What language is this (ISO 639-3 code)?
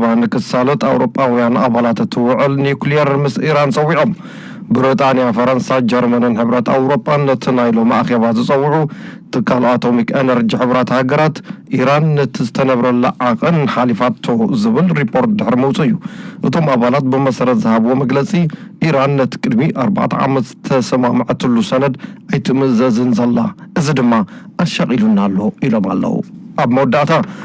tir